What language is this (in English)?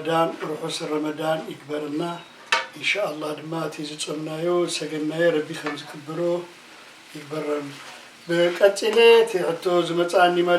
Tigrinya